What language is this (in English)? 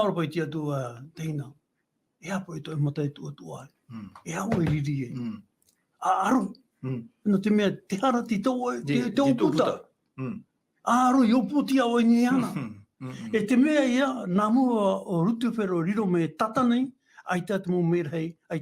Tahitian